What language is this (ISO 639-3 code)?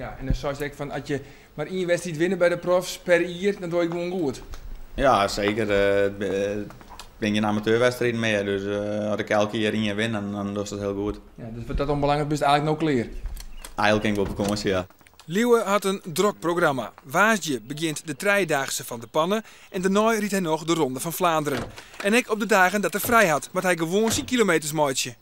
fry